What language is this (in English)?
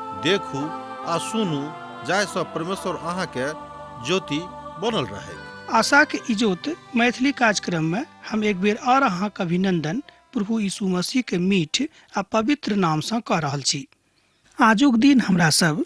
Maithili